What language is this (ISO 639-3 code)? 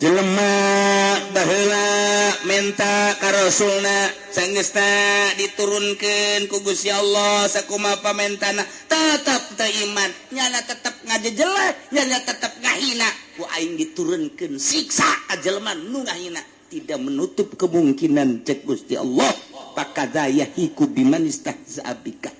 sun